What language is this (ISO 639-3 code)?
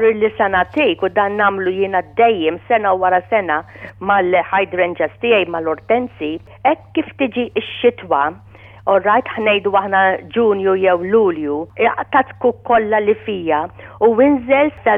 mlt